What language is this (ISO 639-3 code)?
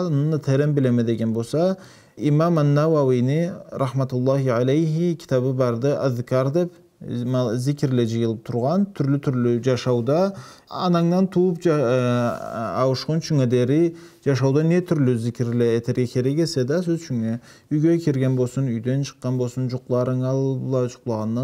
krc